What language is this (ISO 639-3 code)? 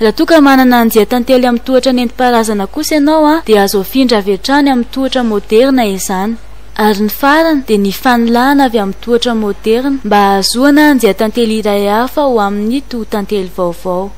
mlg